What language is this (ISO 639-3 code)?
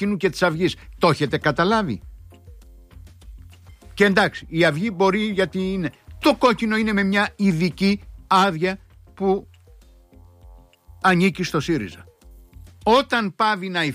ell